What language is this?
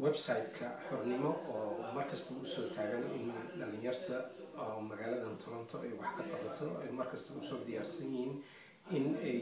Somali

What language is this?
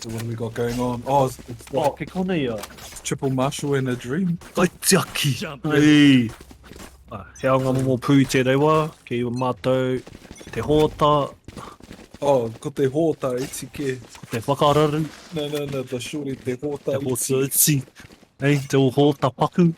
Māori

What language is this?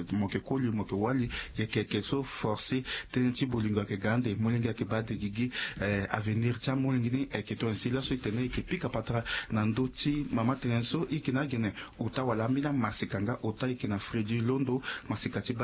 Sango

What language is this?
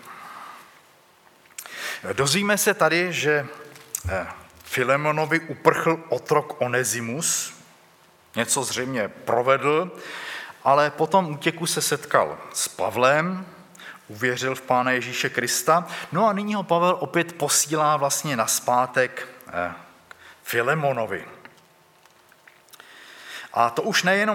Czech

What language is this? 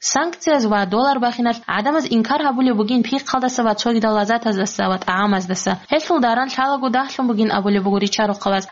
Avaric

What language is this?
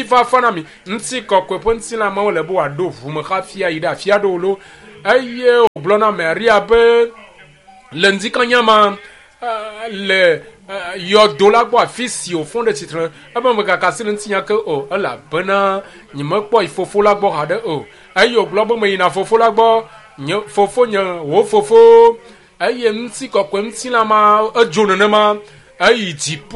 Ewe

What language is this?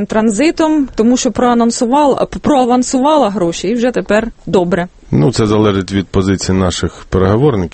Ukrainian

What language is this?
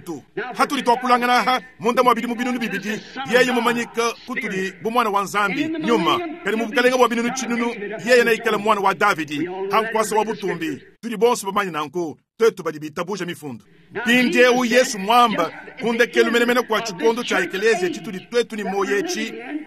Luba-Lulua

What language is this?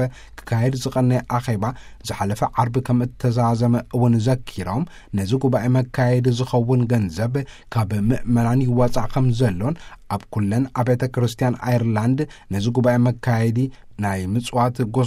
Tigrinya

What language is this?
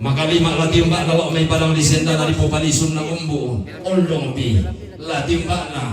Toraja-Sa'dan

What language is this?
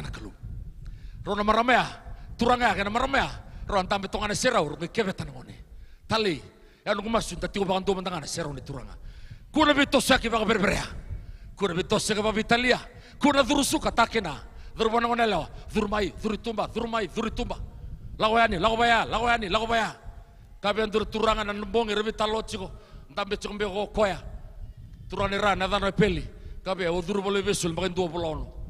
Fijian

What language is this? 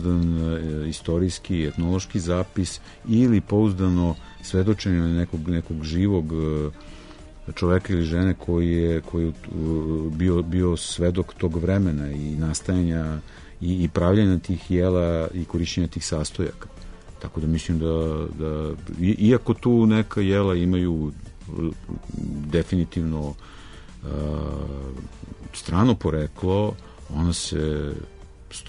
Serbian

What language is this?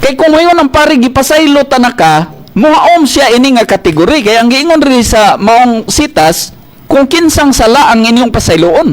Cebuano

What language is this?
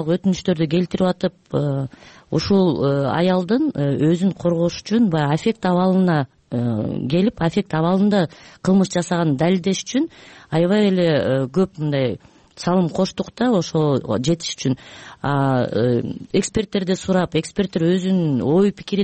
Kyrgyz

